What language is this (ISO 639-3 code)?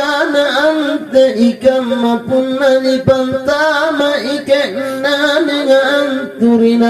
mak